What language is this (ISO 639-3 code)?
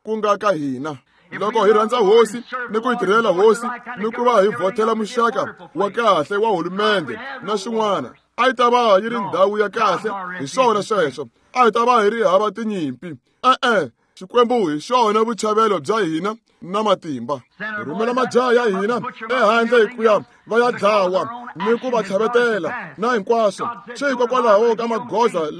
tso